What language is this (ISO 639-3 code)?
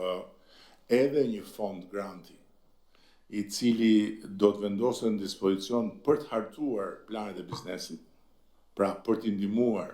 sqi